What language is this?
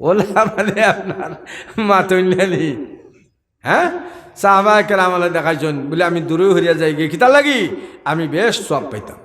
Sylheti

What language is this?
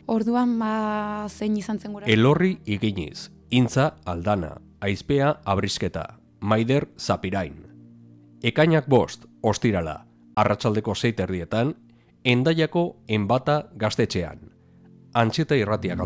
Basque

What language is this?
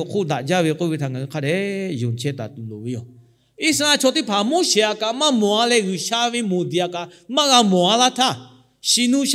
Lahu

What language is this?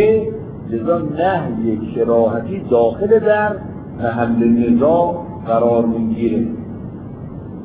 Persian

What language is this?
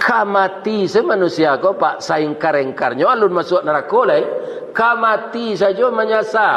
Minangkabau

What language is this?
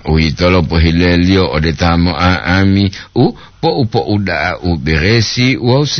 Gorontalo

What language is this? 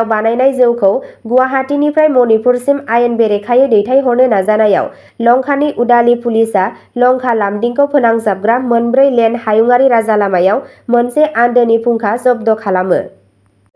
Bodo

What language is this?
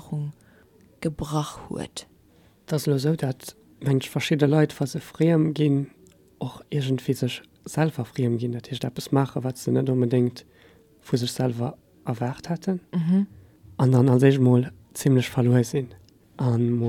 Luxembourgish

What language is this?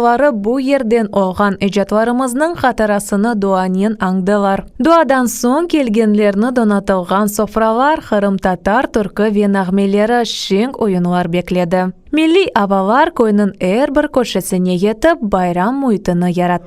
Crimean Tatar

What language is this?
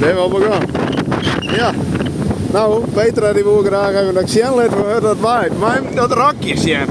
Western Frisian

